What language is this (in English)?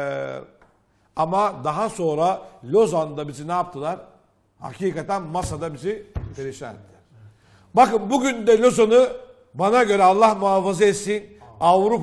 Turkish